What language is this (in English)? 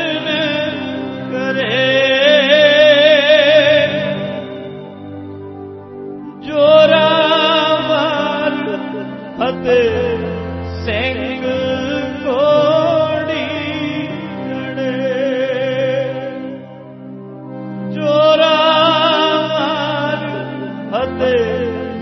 Punjabi